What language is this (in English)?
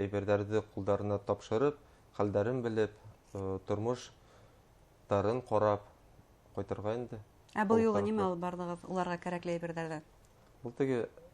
Bashkir